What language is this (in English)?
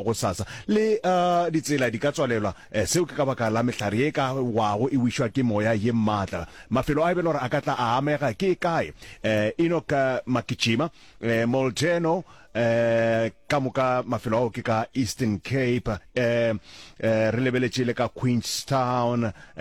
Northern Sotho